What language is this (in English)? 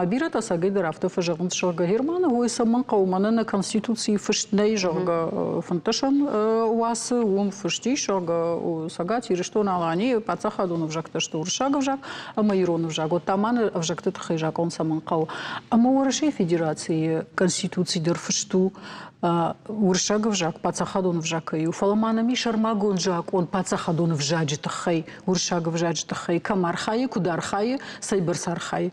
Ossetic